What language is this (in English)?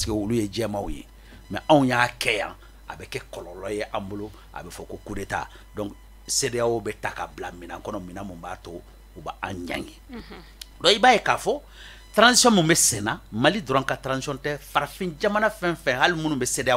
Bambara